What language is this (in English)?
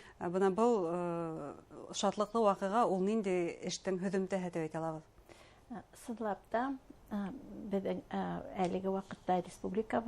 Bashkir